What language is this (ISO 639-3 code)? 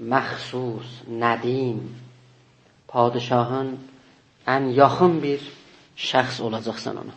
azb